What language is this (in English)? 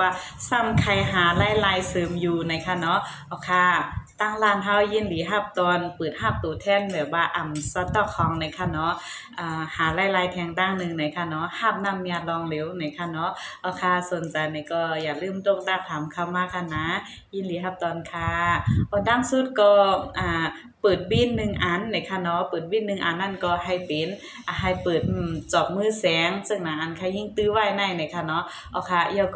Shan